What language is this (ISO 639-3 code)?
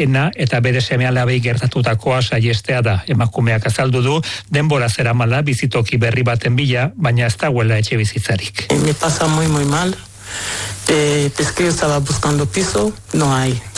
eus